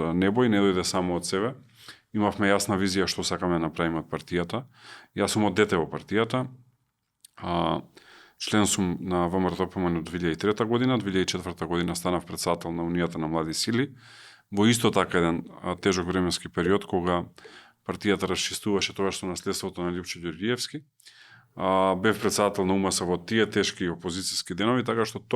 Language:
Macedonian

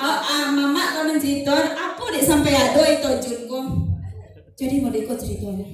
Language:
Minangkabau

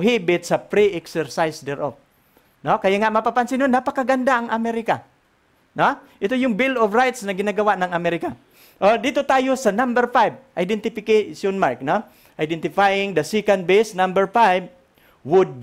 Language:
Filipino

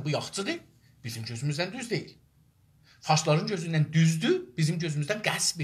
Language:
South Azerbaijani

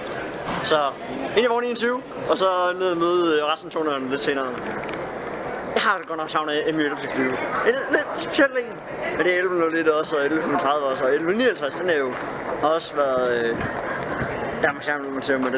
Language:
Danish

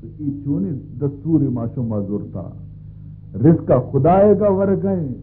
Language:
Baluchi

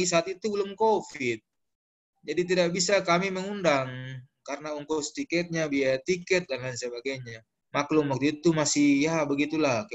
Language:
Indonesian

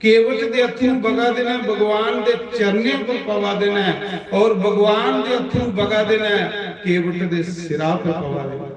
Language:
Dogri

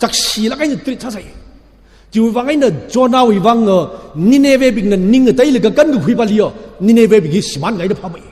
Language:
Tangkhul Naga (India)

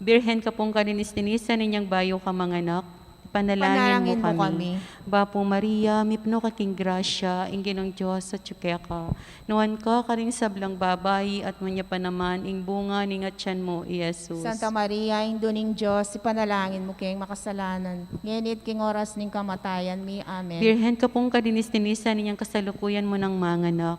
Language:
Pampanga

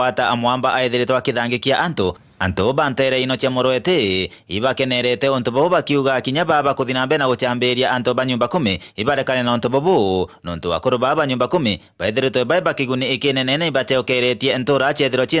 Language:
Meru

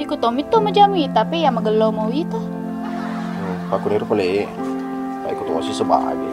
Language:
Buginese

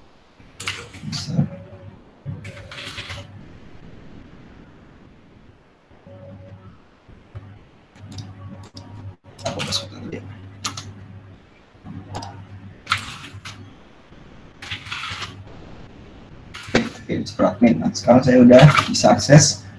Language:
Indonesian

